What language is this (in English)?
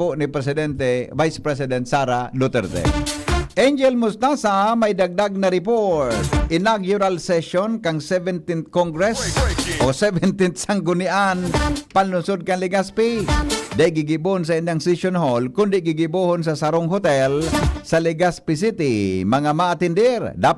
Bikol